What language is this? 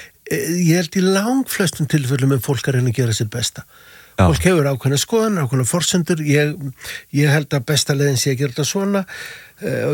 Icelandic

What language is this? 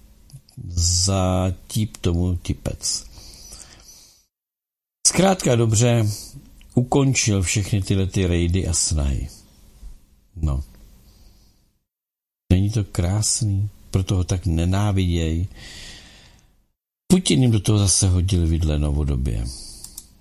Czech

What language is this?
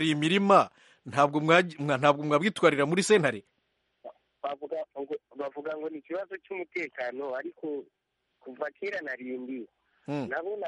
Kinyarwanda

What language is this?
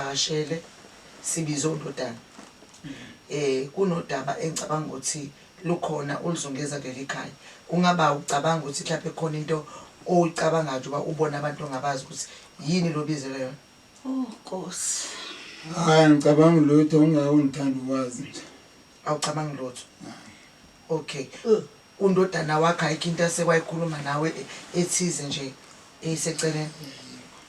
Zulu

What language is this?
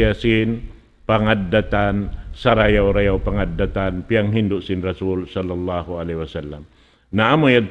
Tausug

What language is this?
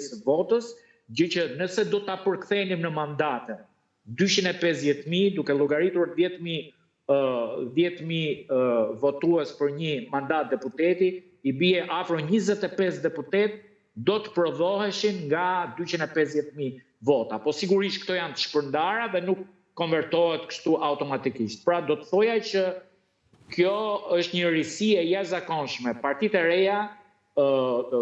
Albanian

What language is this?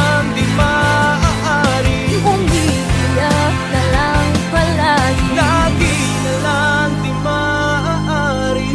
Filipino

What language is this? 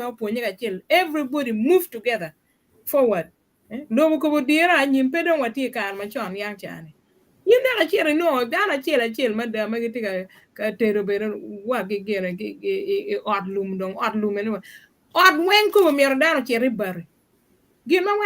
Acoli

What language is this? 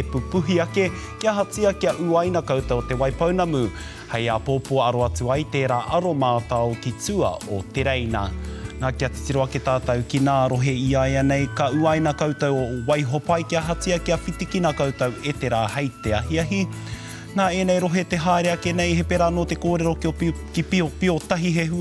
Māori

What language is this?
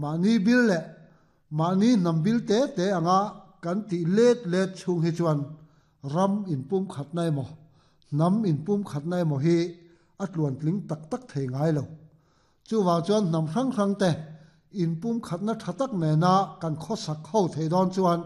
Mizo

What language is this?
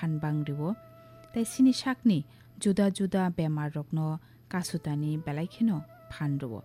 Kok Borok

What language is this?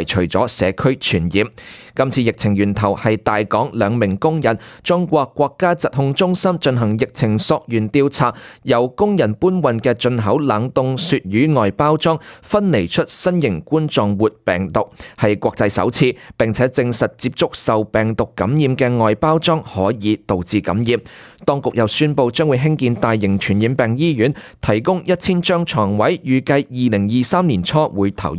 Cantonese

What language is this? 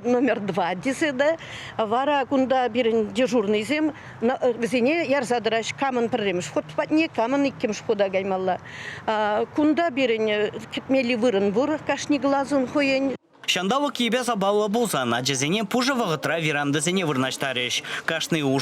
Chuvash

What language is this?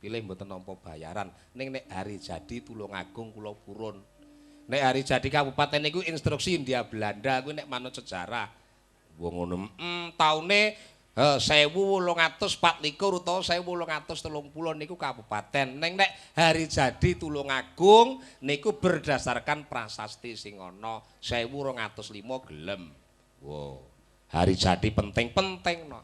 Javanese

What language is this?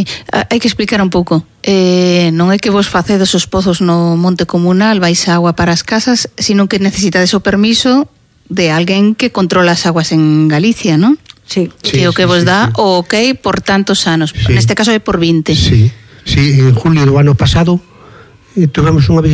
Galician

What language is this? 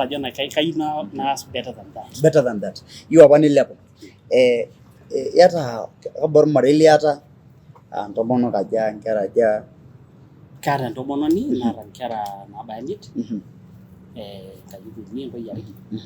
Masai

